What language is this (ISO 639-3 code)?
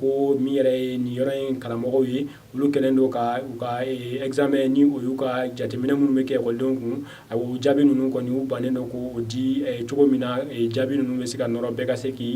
bam